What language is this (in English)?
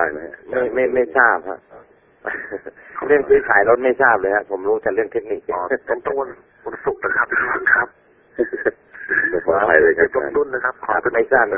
Thai